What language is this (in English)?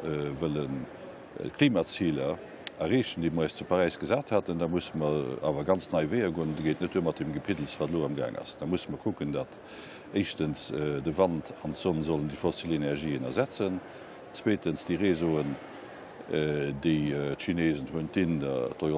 Luxembourgish